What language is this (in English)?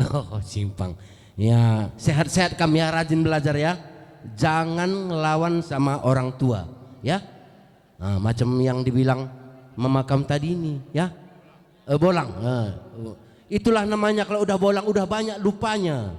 Batak Karo